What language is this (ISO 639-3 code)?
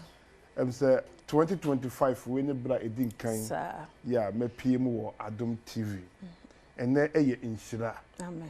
aka